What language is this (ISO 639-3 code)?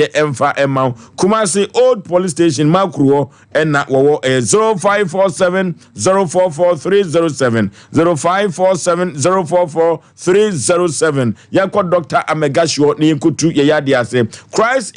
aka